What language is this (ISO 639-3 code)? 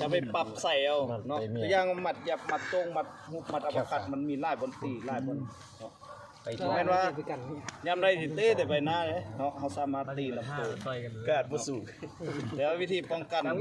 lao